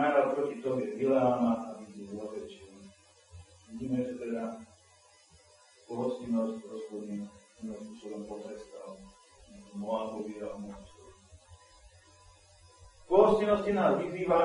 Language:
Czech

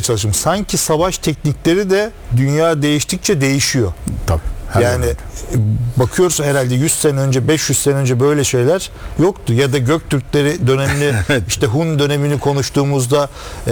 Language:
Turkish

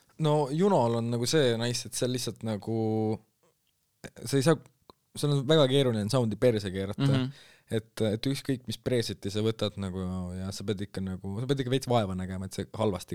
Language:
Estonian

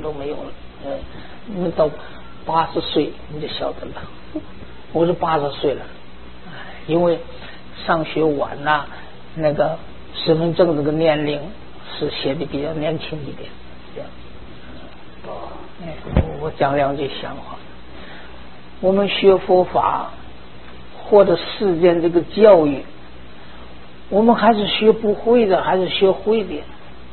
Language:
Chinese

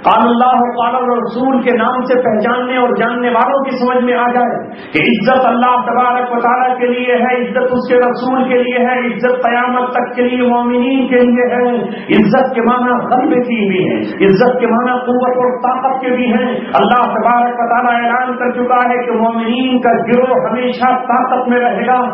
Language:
Urdu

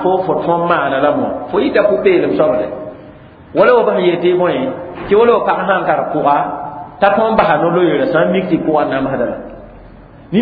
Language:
Mossi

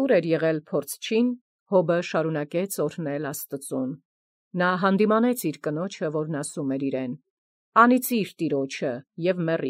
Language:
Armenian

